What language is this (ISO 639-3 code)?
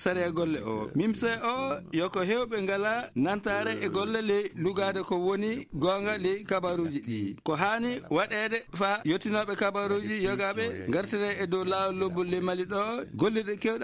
ful